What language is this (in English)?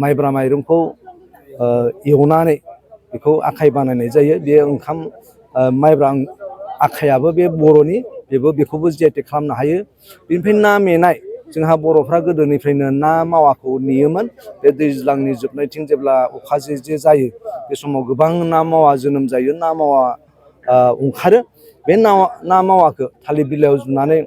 Bodo